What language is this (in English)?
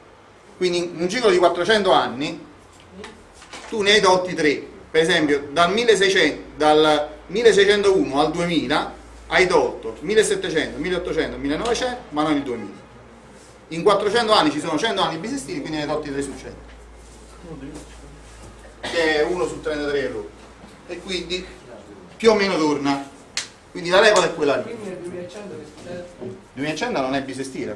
Italian